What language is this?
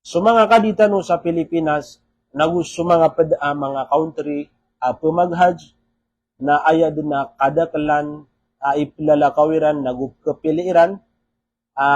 Maranao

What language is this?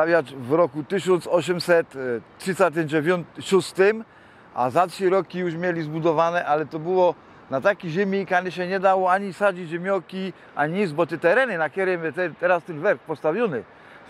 Silesian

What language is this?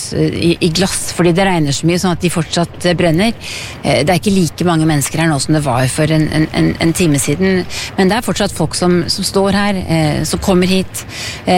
Norwegian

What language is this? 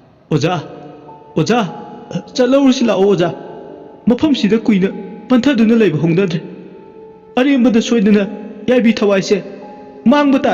Manipuri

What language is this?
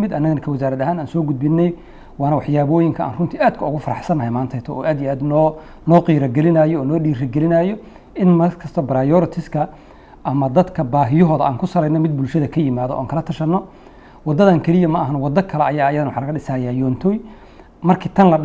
Somali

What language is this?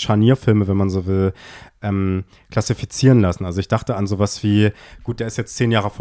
German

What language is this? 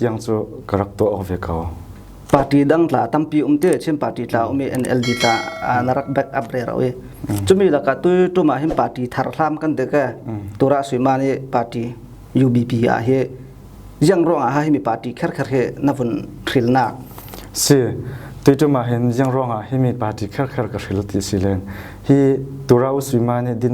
Falam Chin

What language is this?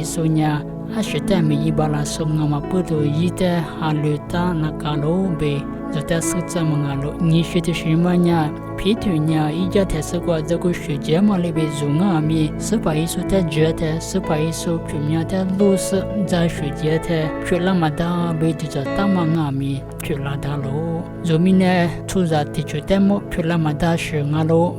Lisu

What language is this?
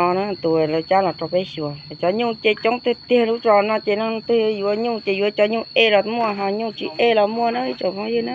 Hmong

